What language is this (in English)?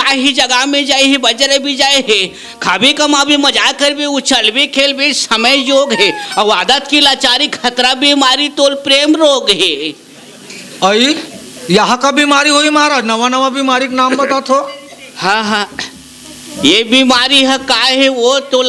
Chhattisgarhi